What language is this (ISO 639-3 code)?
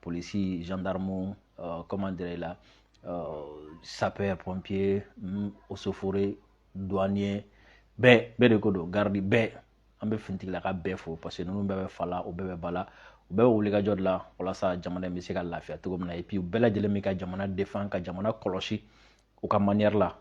bam